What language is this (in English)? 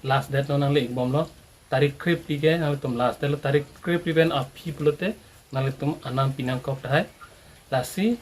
Karbi